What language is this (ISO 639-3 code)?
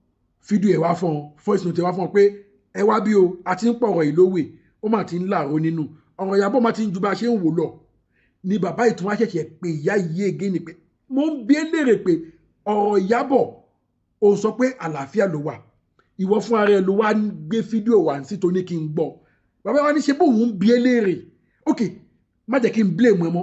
yor